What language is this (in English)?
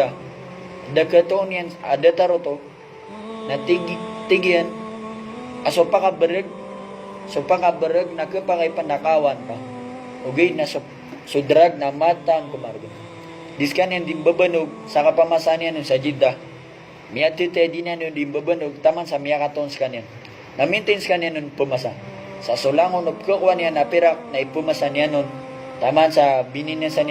Maranao